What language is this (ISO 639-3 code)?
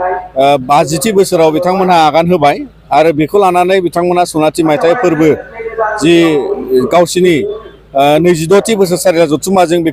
brx